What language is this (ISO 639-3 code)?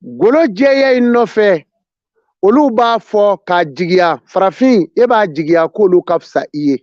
bam